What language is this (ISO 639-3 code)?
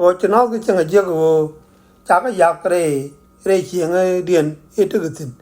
nus